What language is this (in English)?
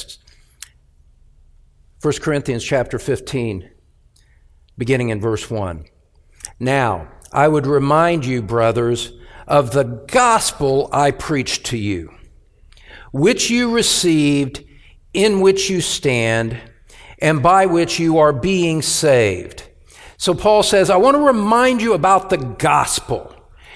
English